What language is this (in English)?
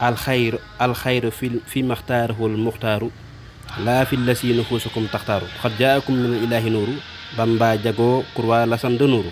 Wolof